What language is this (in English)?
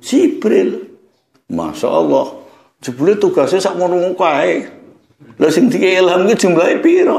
Javanese